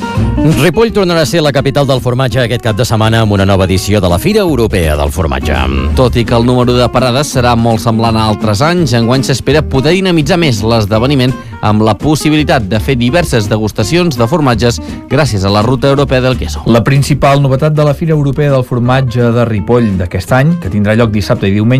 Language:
Catalan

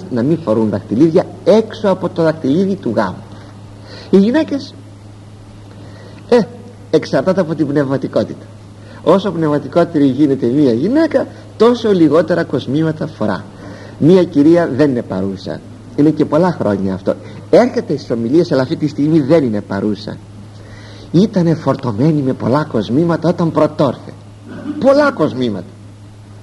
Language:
Greek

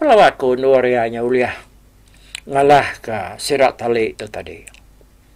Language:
Iban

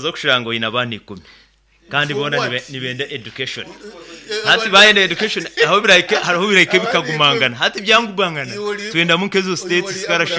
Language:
Nyoro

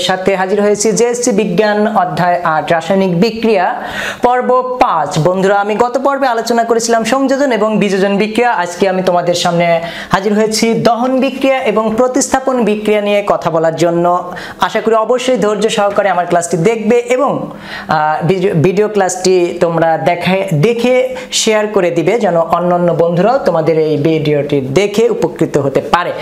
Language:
Bangla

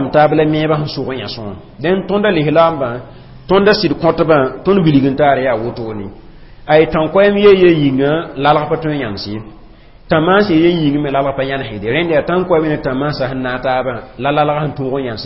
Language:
Mossi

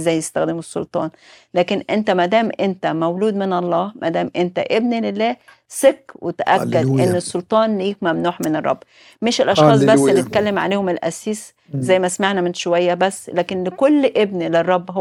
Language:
Egyptian Arabic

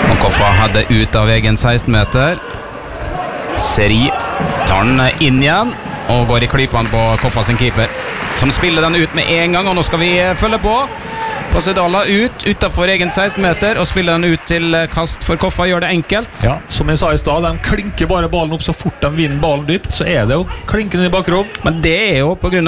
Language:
Norwegian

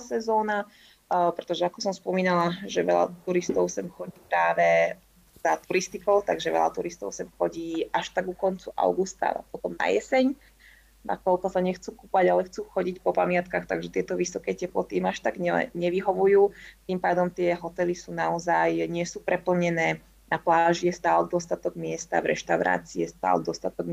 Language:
Slovak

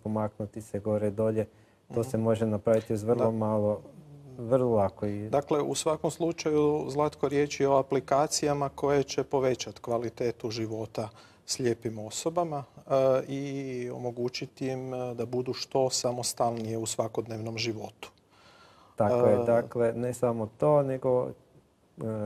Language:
Croatian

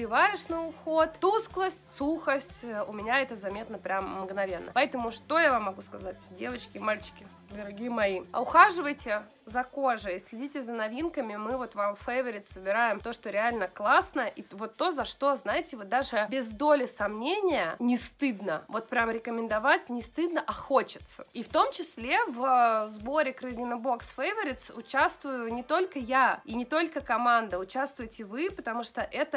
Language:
Russian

